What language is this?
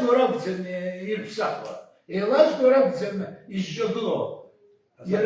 Abkhazian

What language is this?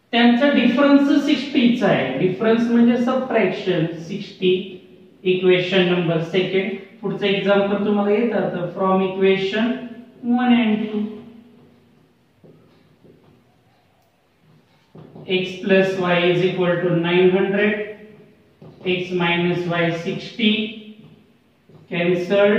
Marathi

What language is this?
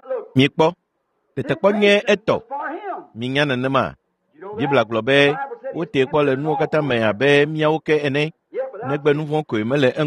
Ewe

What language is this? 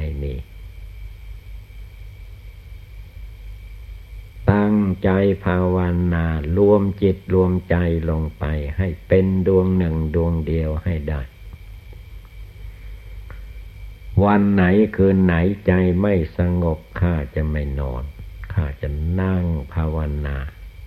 Thai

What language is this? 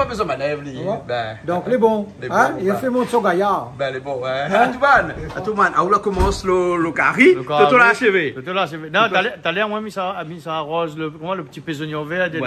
Réunion Creole French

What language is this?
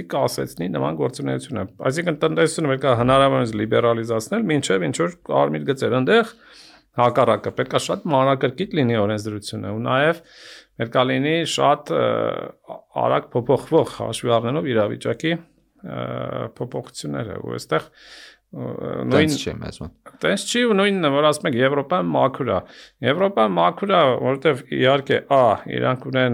Armenian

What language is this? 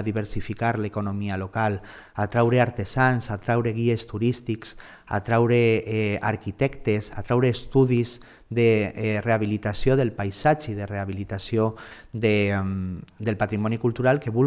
Catalan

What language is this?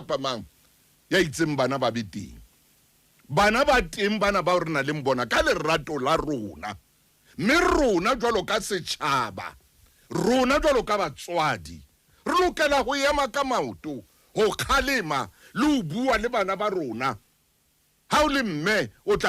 Southern Sotho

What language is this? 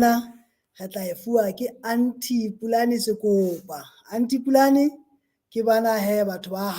Southern Sotho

